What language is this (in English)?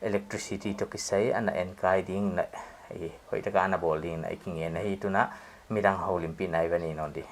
Paite Chin